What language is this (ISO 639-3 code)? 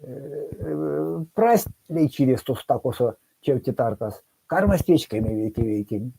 myv